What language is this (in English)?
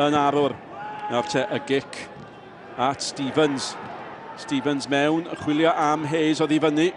Welsh